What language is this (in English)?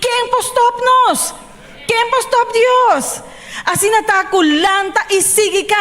Papiamento